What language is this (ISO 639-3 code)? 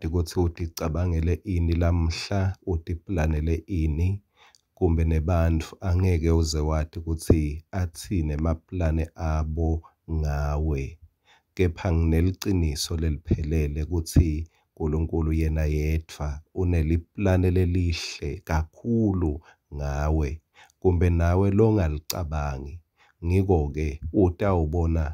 ssw